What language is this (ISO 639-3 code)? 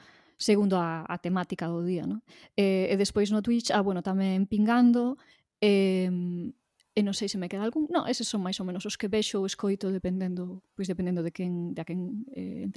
glg